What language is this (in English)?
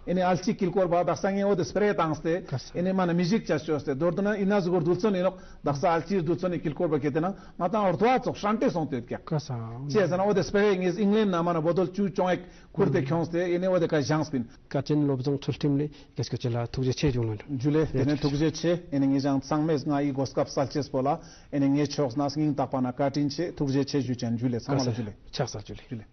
Ladakhi